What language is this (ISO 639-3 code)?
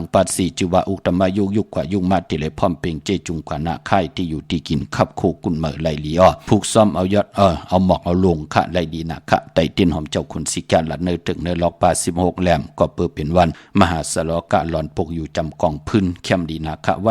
shn